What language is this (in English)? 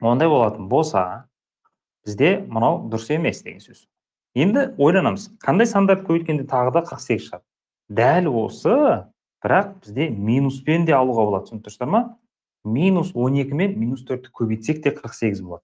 Kazakh